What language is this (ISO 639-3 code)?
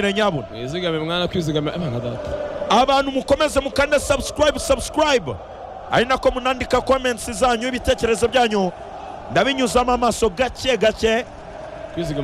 kin